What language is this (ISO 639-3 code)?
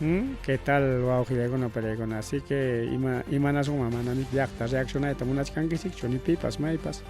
quy